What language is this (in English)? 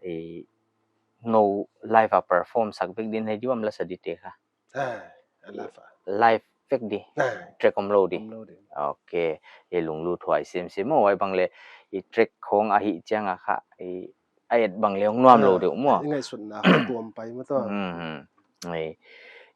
Paite Chin